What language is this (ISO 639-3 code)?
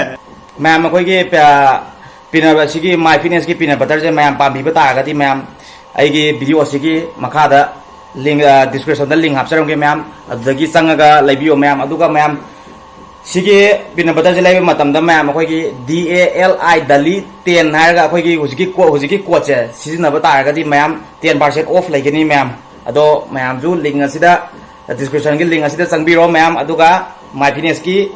mni